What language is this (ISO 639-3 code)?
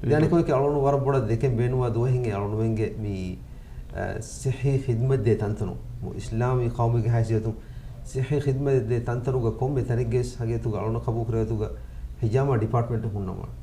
div